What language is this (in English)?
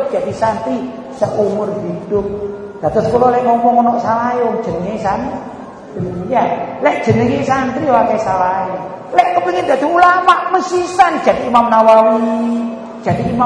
Javanese